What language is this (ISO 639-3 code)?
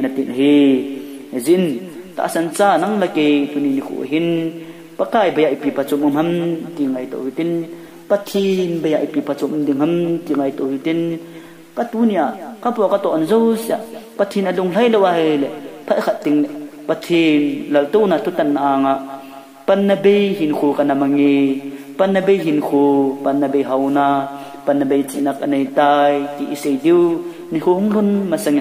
tcz